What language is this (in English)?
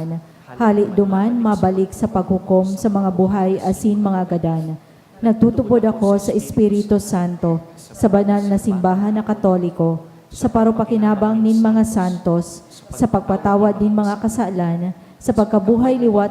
Bikol